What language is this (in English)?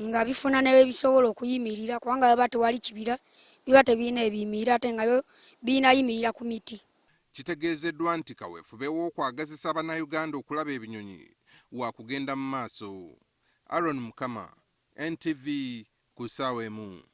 Ganda